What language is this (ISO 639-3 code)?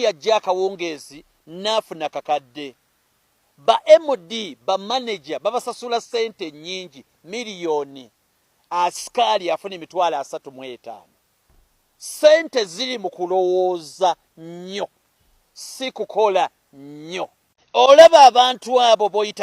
lug